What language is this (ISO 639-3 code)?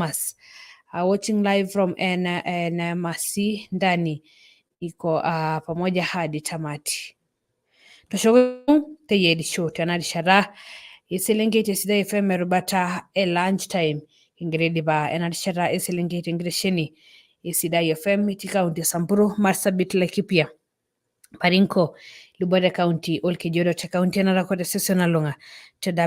mas